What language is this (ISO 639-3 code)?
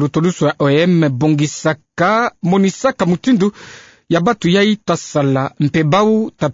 ktu